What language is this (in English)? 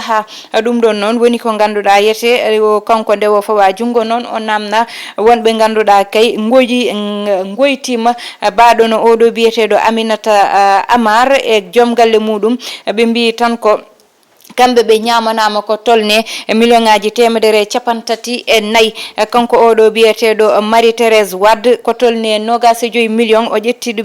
Fula